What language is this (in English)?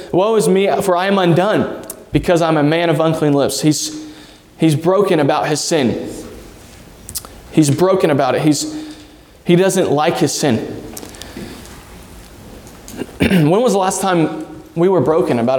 English